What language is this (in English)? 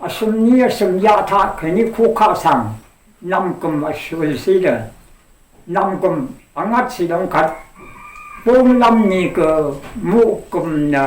Rawang